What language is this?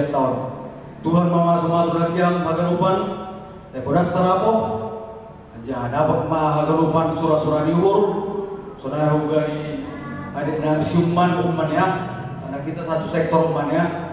Batak Simalungun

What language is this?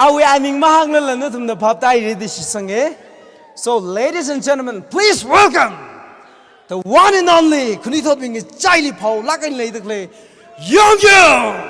Tangkhul Naga (India)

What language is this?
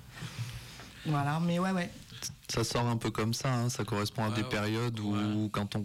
French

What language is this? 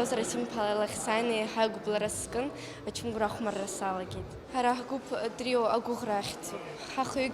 Abkhazian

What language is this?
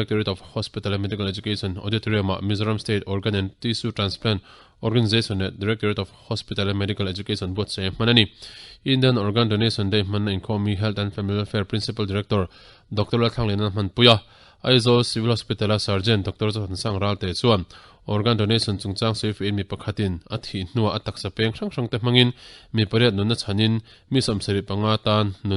Mizo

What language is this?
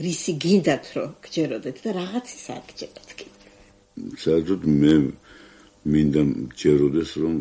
Georgian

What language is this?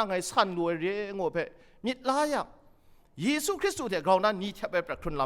Kachin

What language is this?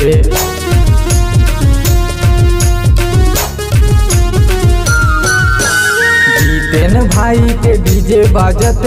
Chhattisgarhi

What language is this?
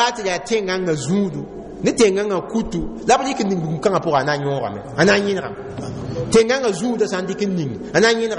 Mossi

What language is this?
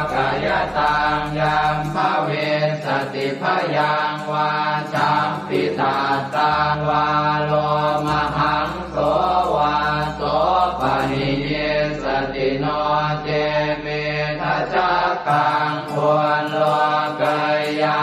Pali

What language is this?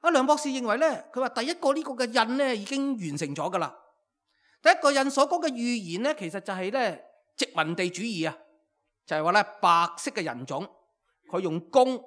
Cantonese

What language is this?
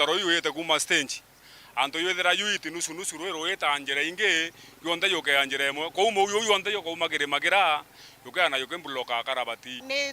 Meru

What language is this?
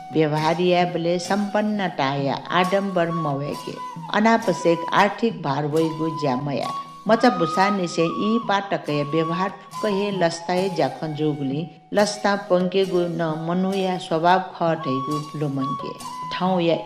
Newari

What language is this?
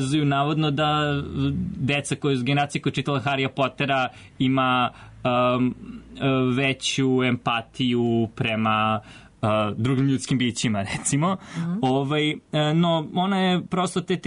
Serbian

